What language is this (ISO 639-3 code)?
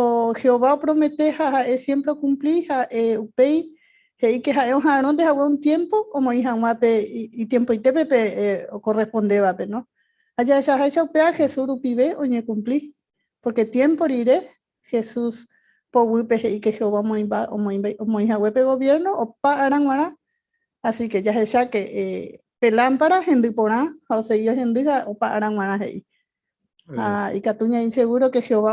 grn